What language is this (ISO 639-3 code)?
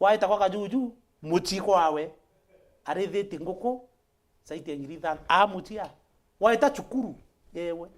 mer